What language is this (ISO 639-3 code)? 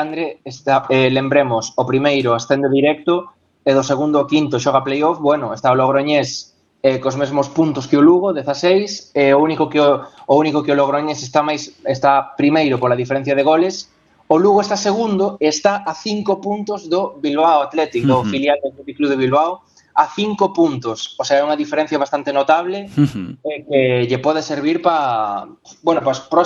glg